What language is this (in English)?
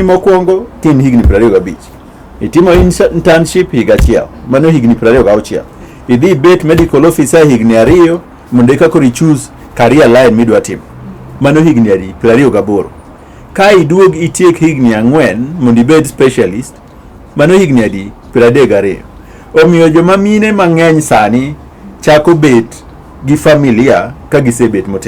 Luo (Kenya and Tanzania)